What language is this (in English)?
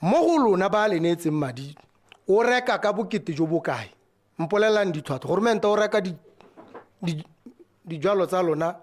Tswana